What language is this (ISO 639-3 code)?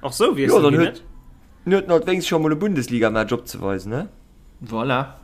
ltz